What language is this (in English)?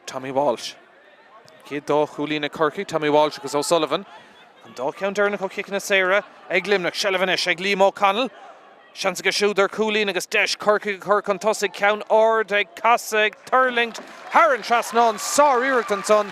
Irish